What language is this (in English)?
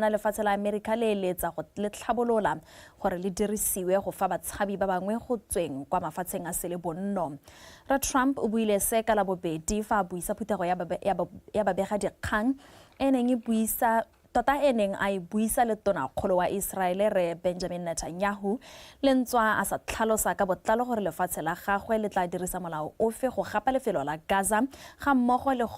Tswana